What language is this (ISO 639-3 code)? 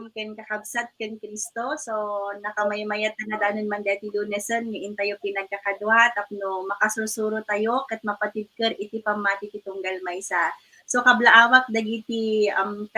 ilo